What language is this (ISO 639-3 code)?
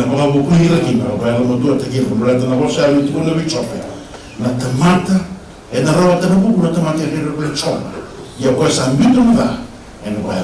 fij